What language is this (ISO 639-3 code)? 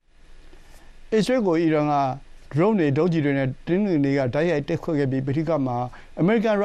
mya